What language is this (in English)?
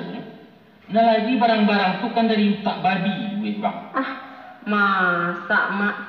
Minangkabau